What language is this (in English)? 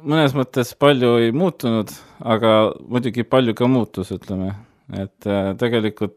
Estonian